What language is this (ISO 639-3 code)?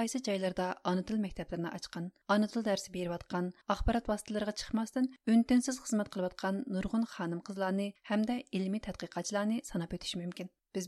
uig